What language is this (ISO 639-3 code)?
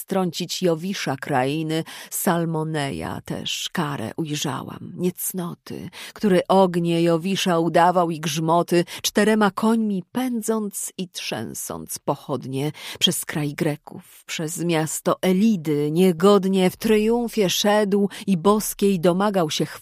pol